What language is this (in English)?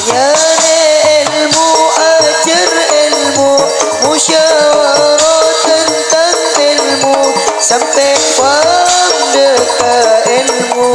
Madurese